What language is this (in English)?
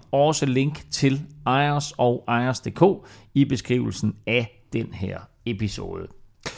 Danish